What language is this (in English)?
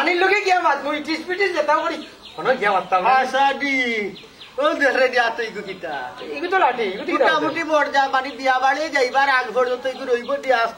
Sylheti